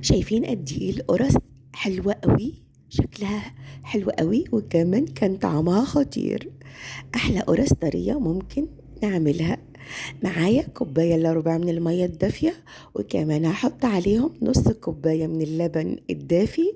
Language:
Egyptian Arabic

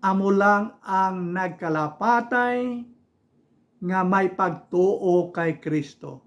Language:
Hiligaynon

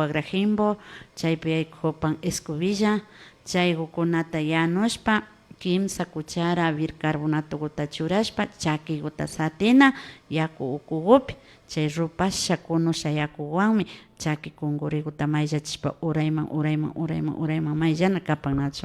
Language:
Imbabura Highland Quichua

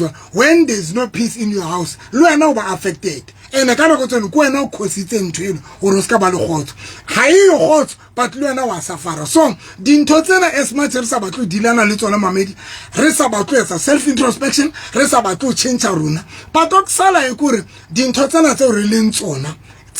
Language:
Southern Sotho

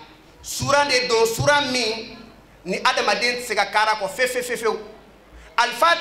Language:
Bambara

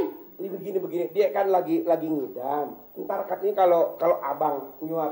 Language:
Betawi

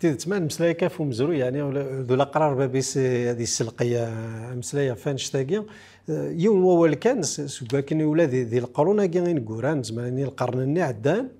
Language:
Kabyle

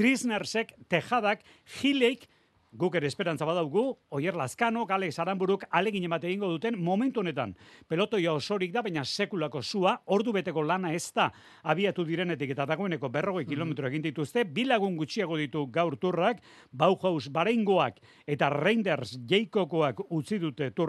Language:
Basque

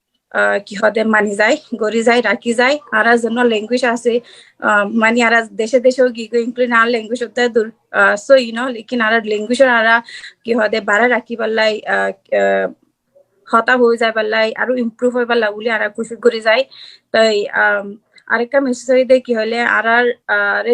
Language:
Rohingya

